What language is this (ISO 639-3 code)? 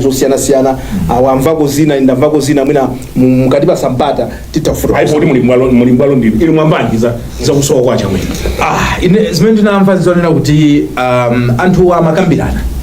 nya